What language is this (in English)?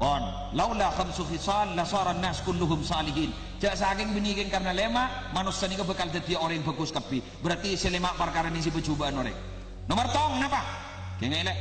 Madurese